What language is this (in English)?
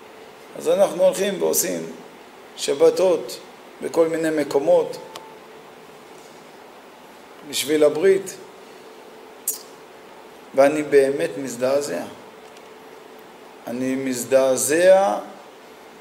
Hebrew